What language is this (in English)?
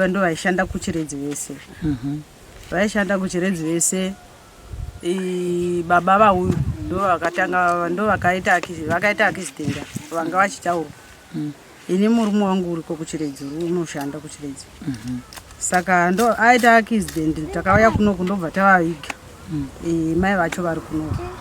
Shona